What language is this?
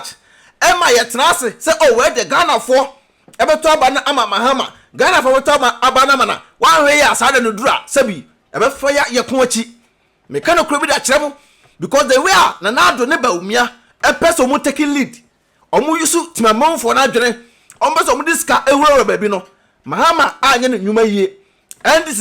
Akan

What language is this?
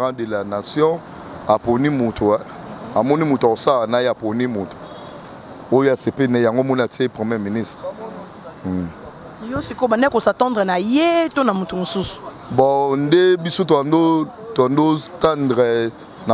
Lingala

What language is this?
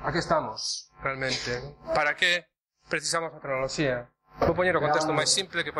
Galician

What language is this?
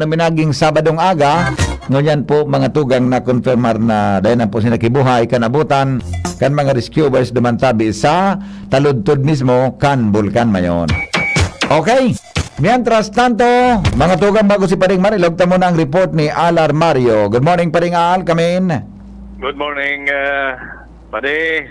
Bikol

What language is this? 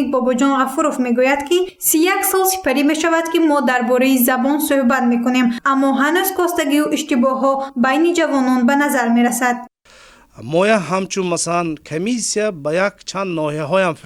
Tajik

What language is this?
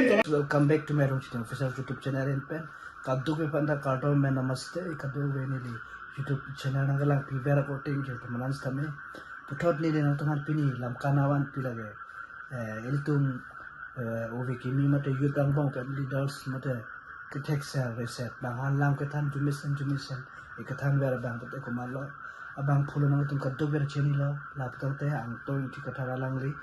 Karbi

